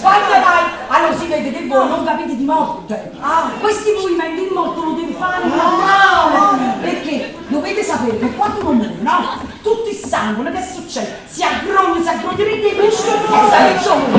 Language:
Neapolitan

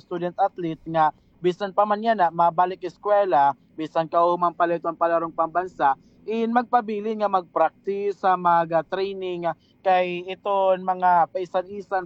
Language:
Waray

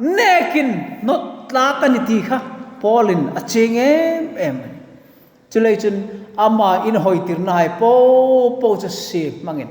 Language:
Hmar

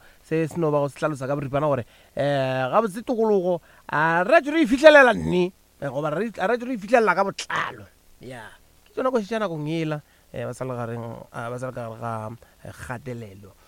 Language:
Northern Sotho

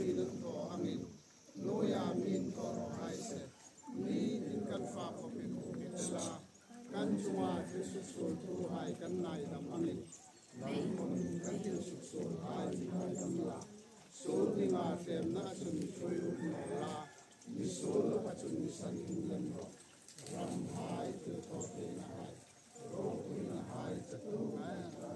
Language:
Hmar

